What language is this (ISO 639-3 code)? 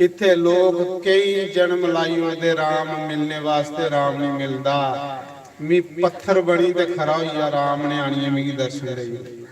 doi